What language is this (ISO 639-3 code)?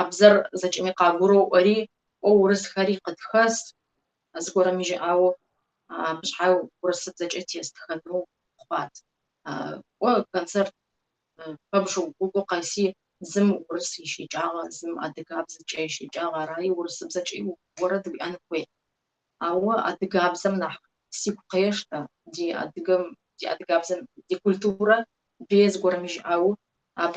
kbd